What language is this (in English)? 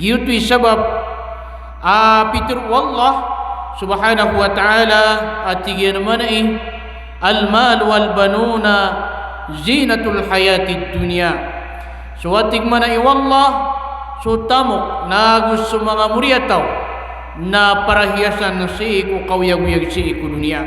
Maranao